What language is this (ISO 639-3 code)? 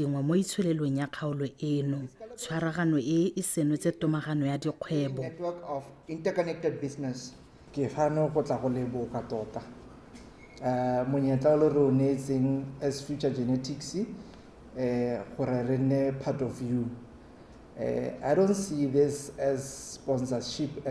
tsn